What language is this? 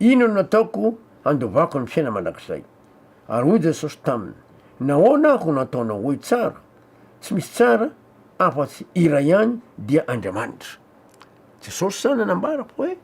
Malagasy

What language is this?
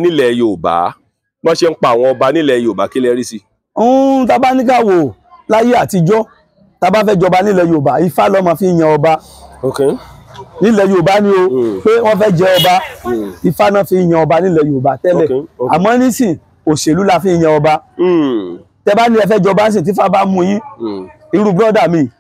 Yoruba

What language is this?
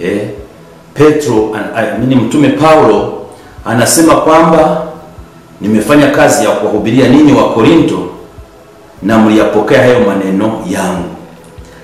Swahili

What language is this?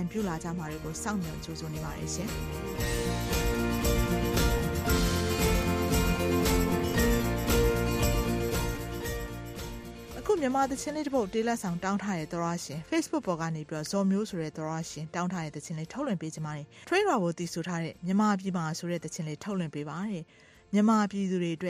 Burmese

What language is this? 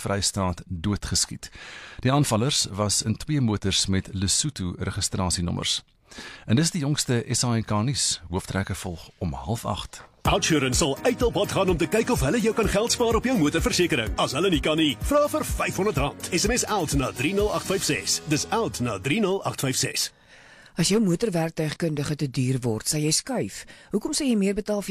Afrikaans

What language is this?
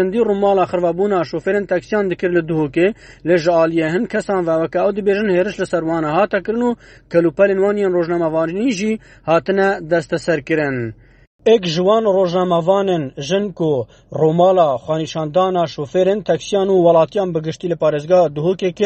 Kurdish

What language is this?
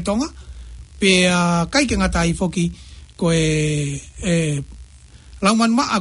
Tongan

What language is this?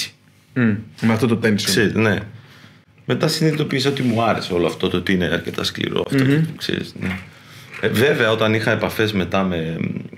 Greek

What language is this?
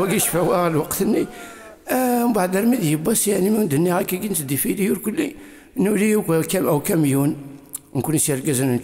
Kabyle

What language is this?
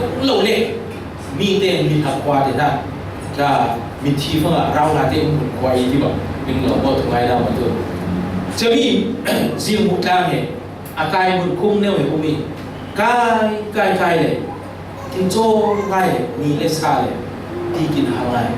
Falam Chin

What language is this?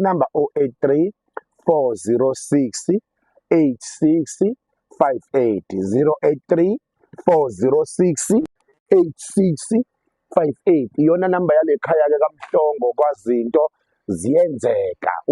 Zulu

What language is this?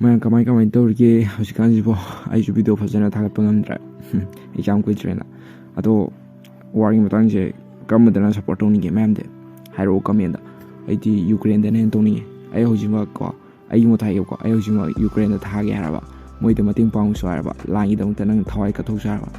Manipuri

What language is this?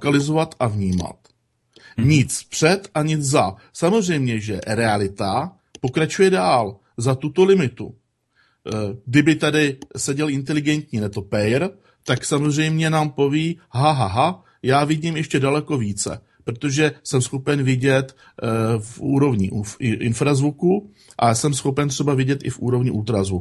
Czech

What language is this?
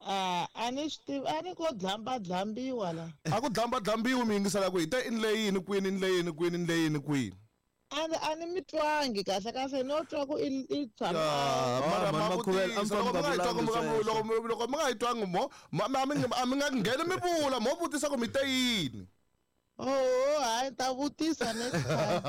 Tsonga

